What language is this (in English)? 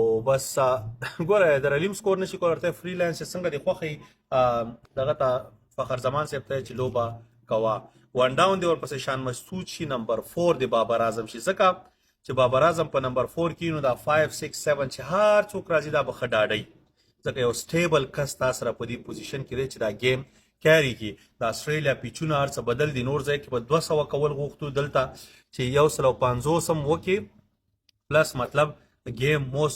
Pashto